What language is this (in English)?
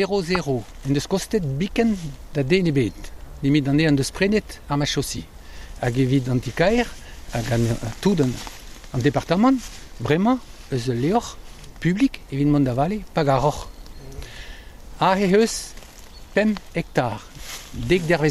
Breton